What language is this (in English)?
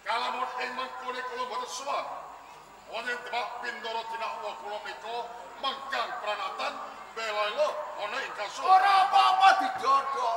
Javanese